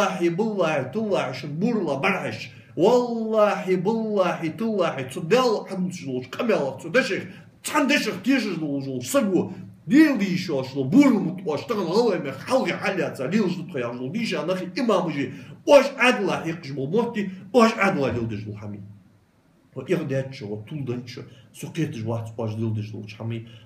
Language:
Ingush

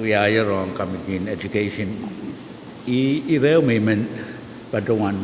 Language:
Pohnpeian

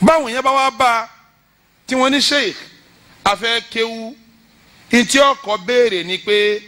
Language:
Yoruba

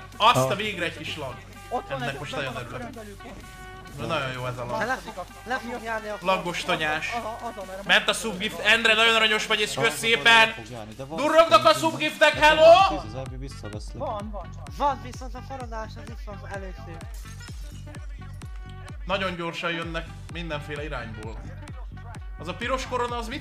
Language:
Hungarian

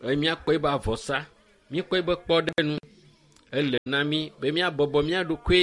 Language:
Ewe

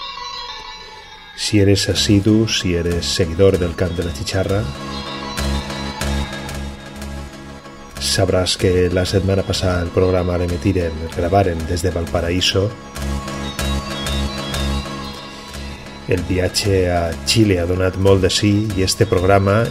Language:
Catalan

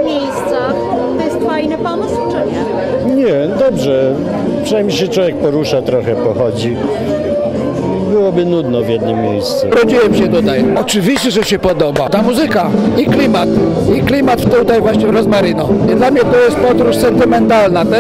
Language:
Polish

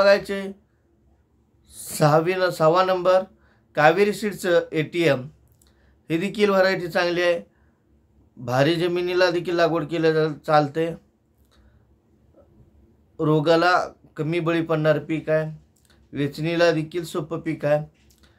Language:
Marathi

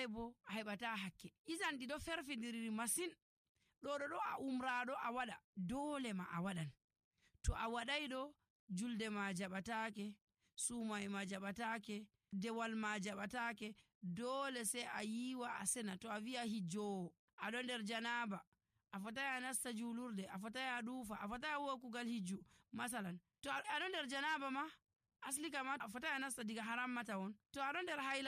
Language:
Nigerian Fulfulde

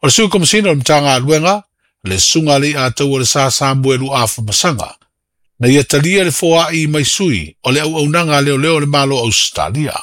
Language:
Samoan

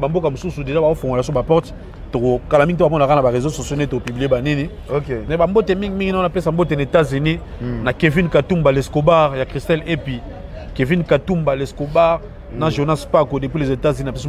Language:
Lingala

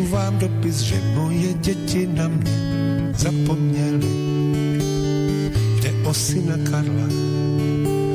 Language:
Czech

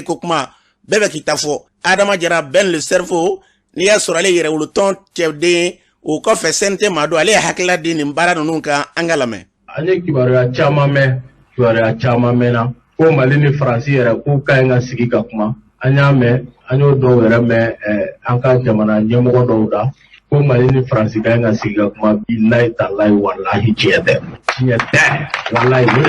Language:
Bambara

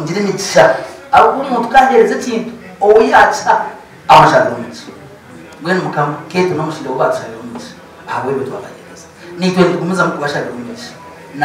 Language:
Nyankole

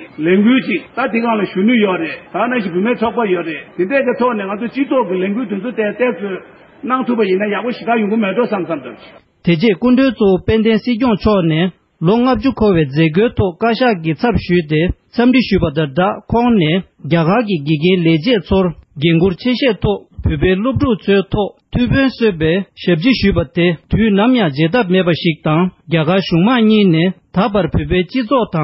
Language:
Tibetan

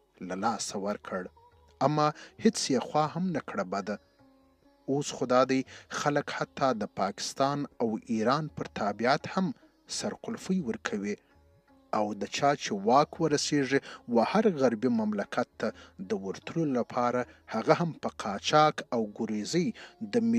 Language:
Pashto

